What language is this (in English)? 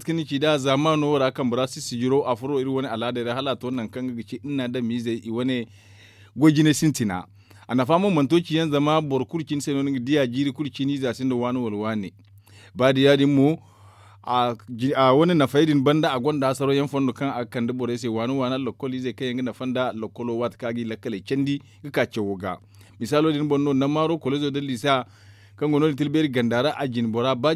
Zarma